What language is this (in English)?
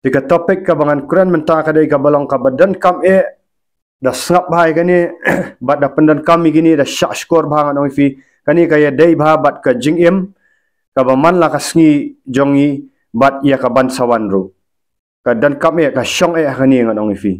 Khasi